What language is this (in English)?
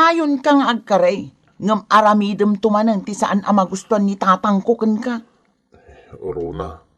Iloko